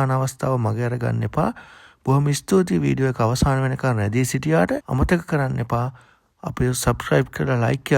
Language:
Sinhala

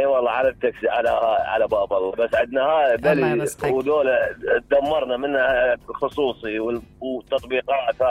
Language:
Mesopotamian Arabic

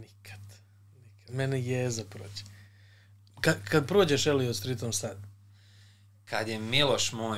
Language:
Serbian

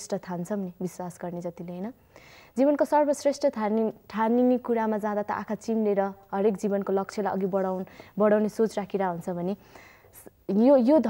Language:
Nepali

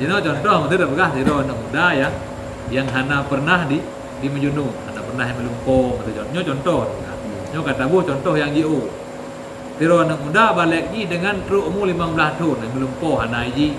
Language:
Achinese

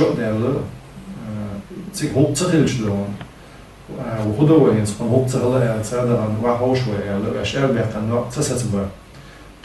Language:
Chechen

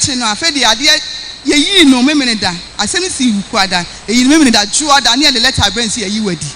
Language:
Akan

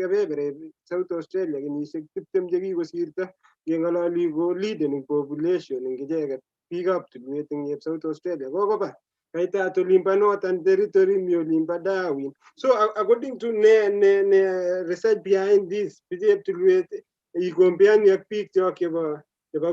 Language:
Kalenjin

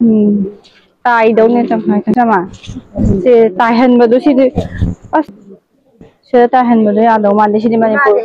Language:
Manipuri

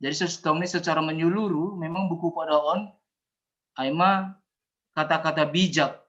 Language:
Batak Simalungun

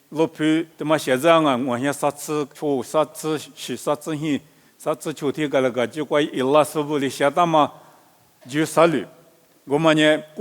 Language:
Lisu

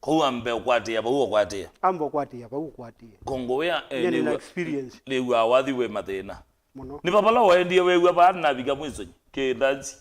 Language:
Kamba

